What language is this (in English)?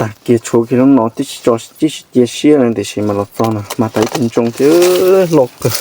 Hmong